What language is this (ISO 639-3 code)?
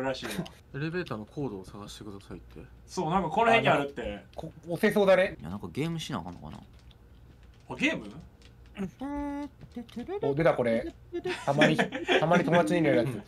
jpn